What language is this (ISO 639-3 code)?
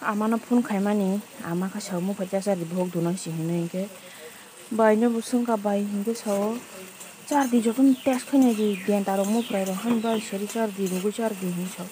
trp